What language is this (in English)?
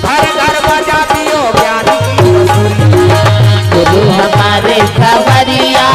Chhattisgarhi